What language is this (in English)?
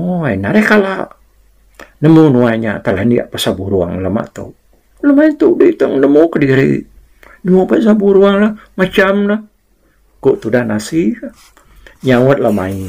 Iban